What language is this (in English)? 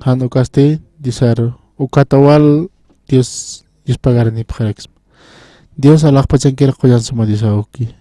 Aymara